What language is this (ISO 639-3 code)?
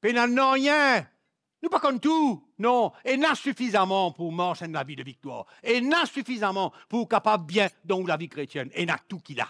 mfe